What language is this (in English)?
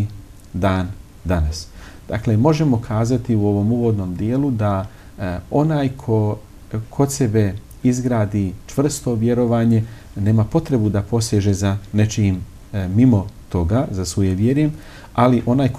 Bosnian